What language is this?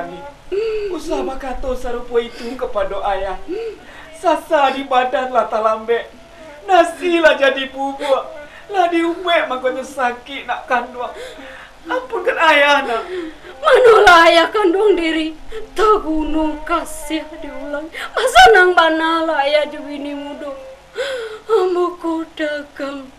Minangkabau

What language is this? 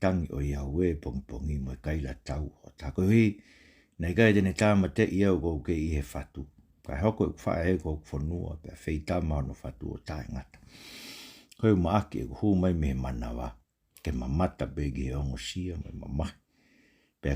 Tongan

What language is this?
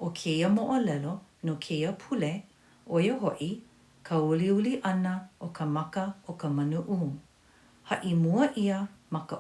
Hawaiian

